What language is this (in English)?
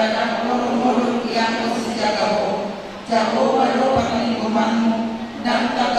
Batak Toba